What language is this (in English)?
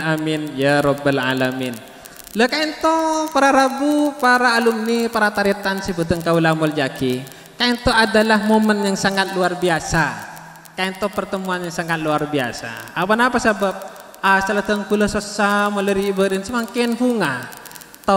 Madurese